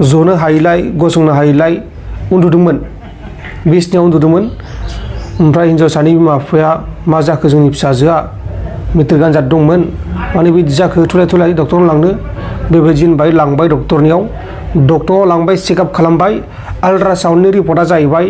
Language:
Bodo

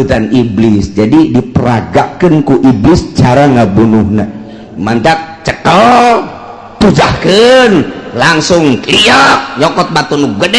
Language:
Sundanese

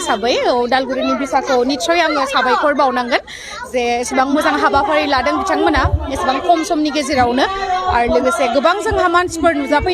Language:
Bodo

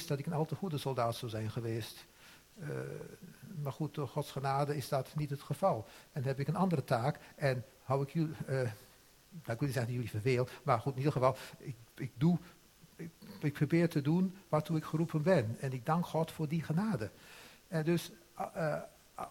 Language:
Dutch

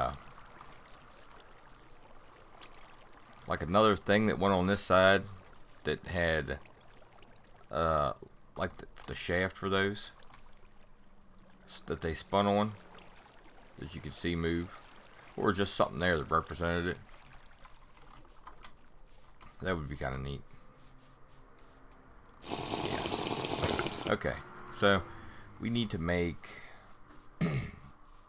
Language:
English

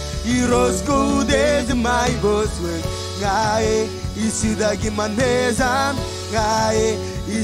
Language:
Marshallese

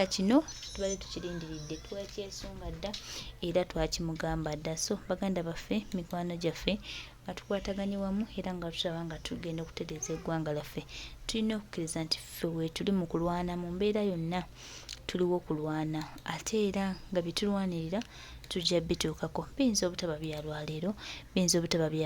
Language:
Ganda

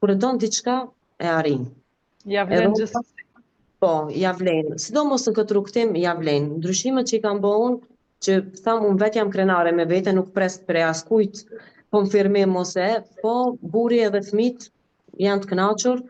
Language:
Albanian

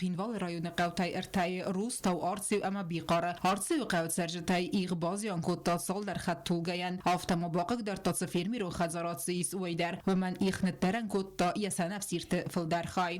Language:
Ossetic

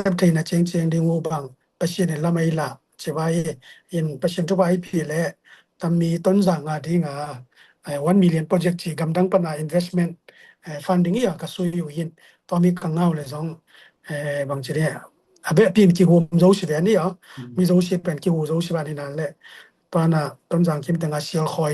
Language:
Tedim Chin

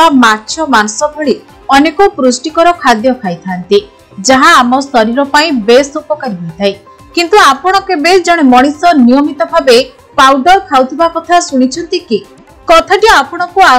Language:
Odia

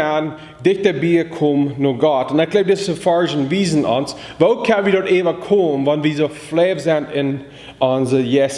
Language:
Plautdietsch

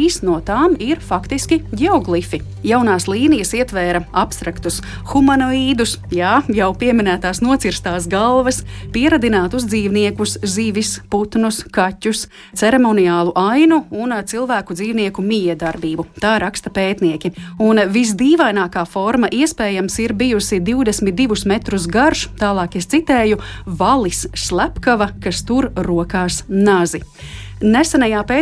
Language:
Latvian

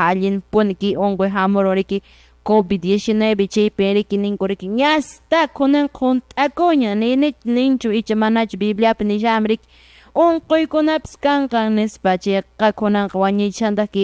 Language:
Quechua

